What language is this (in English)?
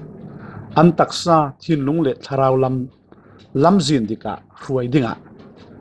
Falam Chin